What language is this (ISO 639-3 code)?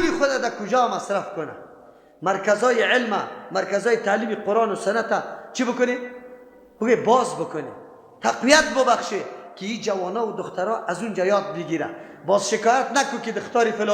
fas